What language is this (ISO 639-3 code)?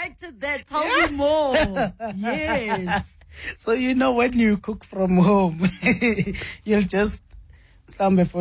eng